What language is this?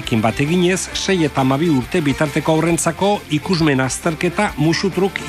Basque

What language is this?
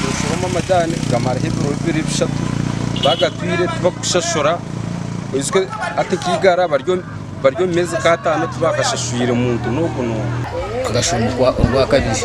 Nyankole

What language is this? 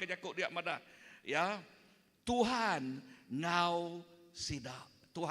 Iban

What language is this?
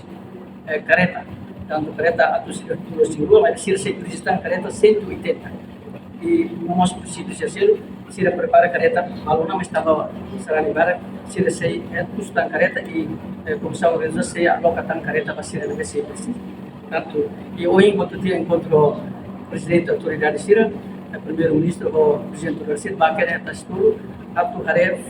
Tetum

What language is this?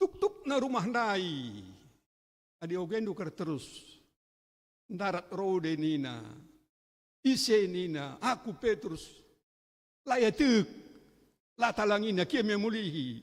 Batak Karo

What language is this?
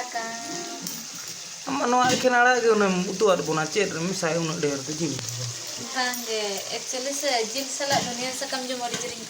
Santali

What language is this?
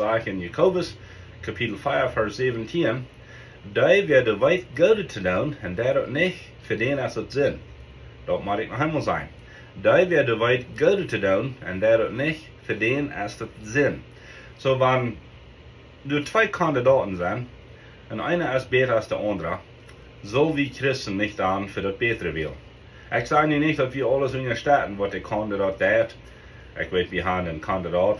Plautdietsch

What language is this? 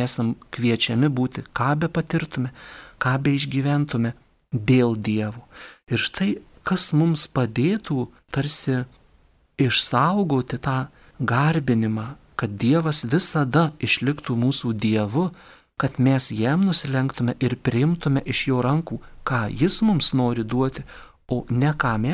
Lithuanian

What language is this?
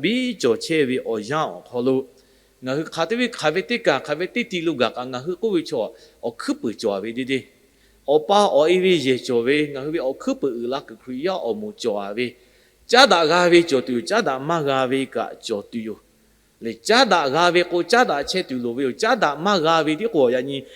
Lahu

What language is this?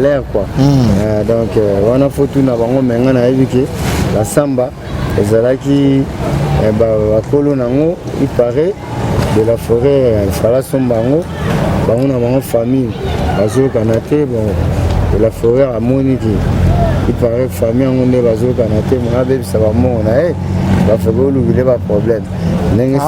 Lingala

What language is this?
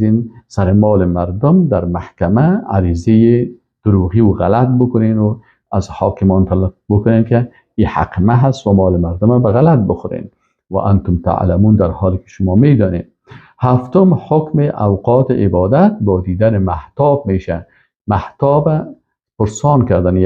Persian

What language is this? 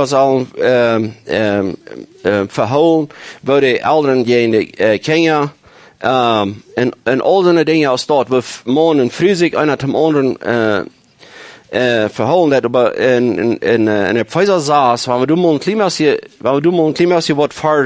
Plautdietsch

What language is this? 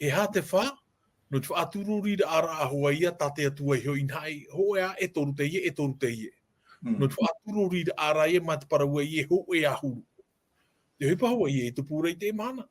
Tahitian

